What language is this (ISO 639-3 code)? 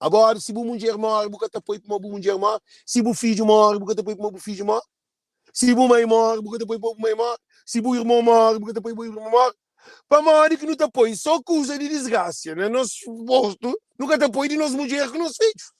kea